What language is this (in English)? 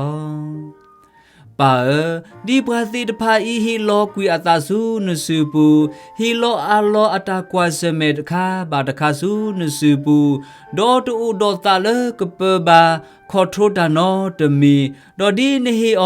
S'gaw Karen